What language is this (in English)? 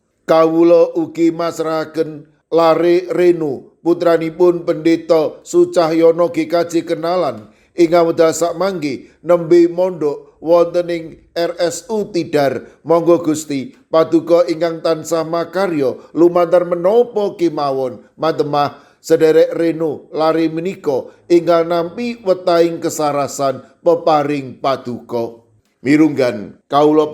Javanese